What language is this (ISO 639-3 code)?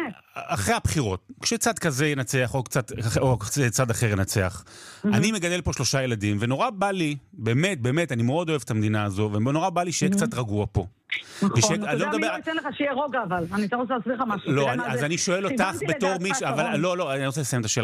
heb